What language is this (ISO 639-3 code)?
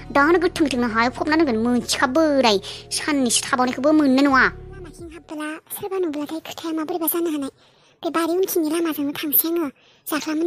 brx